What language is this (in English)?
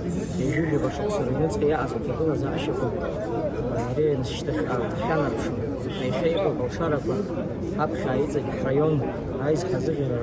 Abkhazian